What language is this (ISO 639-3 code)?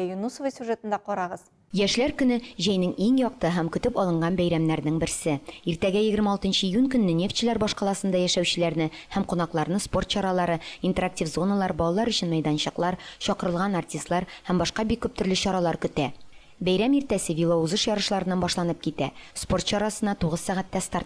tat